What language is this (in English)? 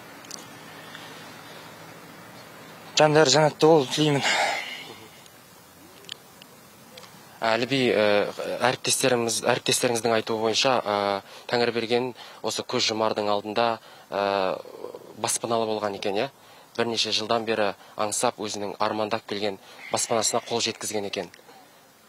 Kazakh